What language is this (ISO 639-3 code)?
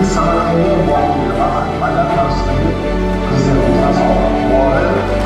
kaa